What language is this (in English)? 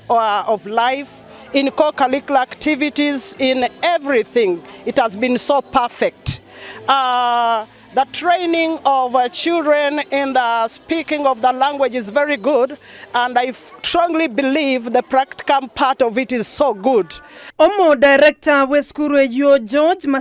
Gusii